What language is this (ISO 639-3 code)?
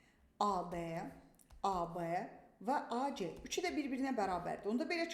aze